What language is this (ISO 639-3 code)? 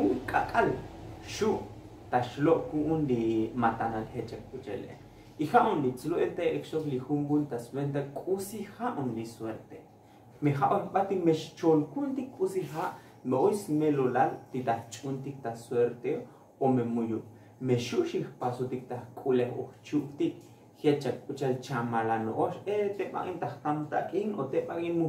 tzo